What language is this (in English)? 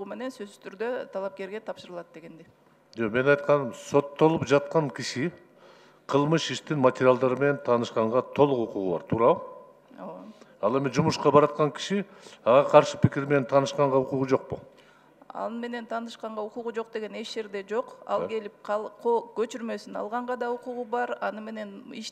Kyrgyz